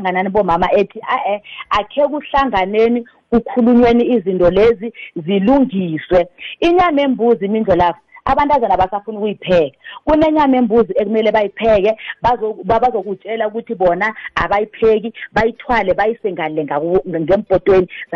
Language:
South Ndebele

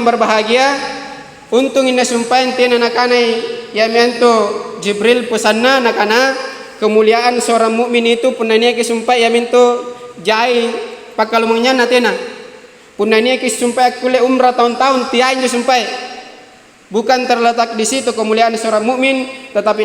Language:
Makasar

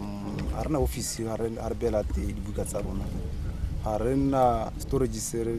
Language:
Tswana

